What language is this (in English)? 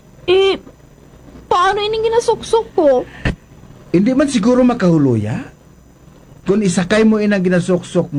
Hiligaynon